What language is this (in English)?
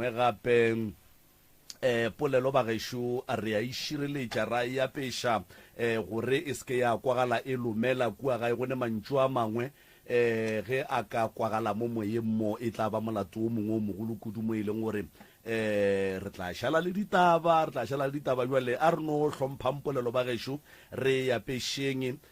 Northern Sotho